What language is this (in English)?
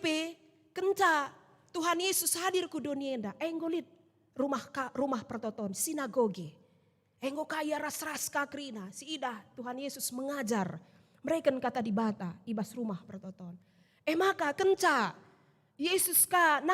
Batak Karo